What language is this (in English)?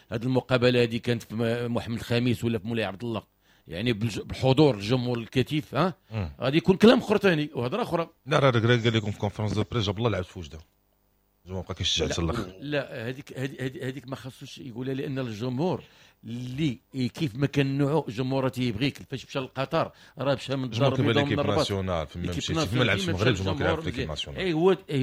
Moroccan Arabic